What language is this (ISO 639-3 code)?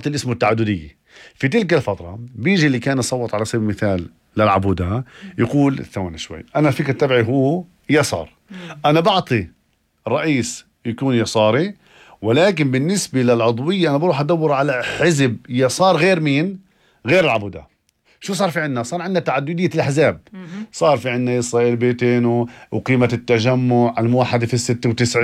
apc